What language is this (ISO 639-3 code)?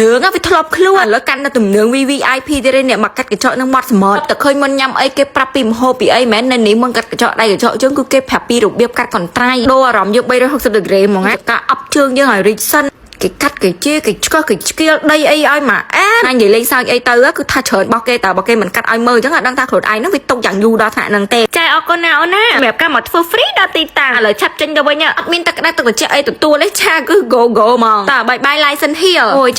khm